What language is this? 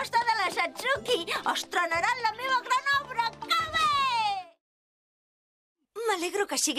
Catalan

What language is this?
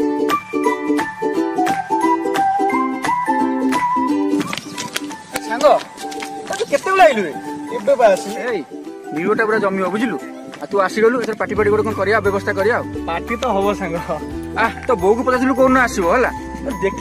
Odia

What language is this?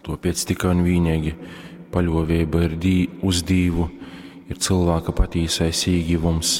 Latgalian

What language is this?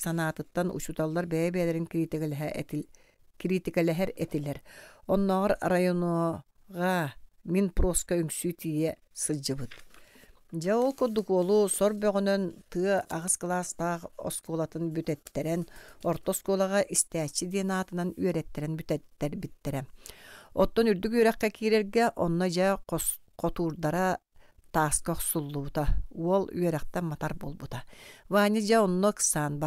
Yakut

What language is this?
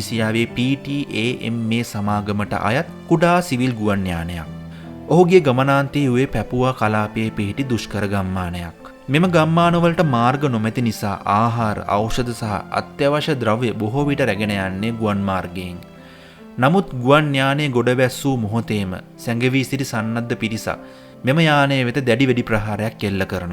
Sinhala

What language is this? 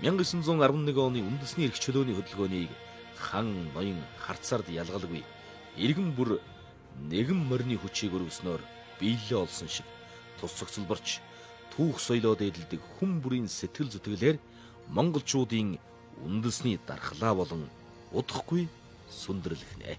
Mongolian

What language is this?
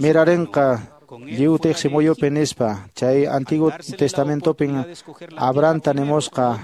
Quechua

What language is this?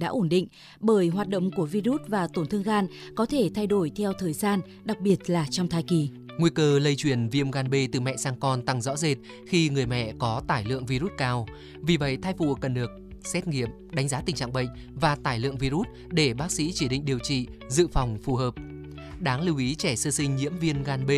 Vietnamese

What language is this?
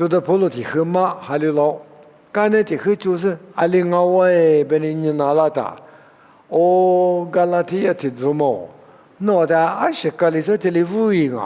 Lisu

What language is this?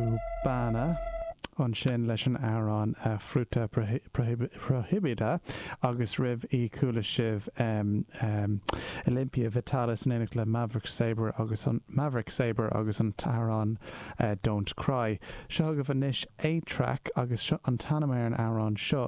Irish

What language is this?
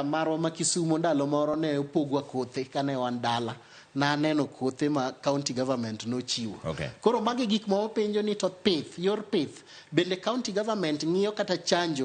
Luo (Kenya and Tanzania)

